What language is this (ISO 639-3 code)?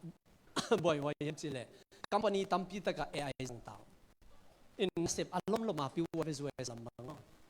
ctd